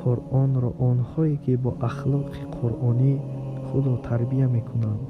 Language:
Tajik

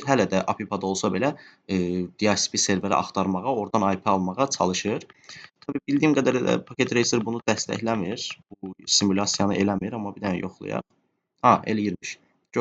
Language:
Azerbaijani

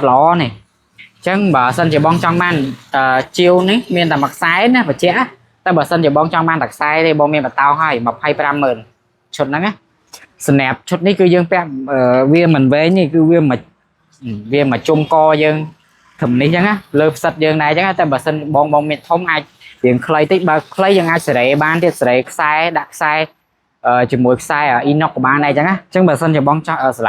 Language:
Khmer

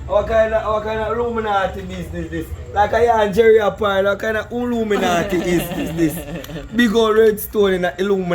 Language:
Jamaican Creole English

